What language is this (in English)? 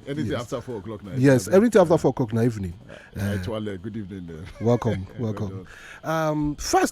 Nigerian Pidgin